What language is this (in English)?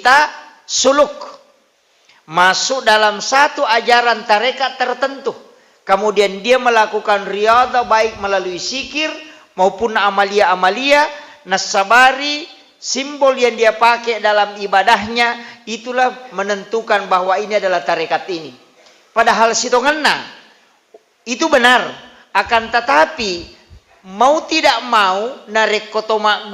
Buginese